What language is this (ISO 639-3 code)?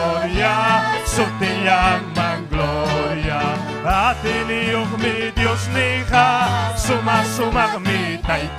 quy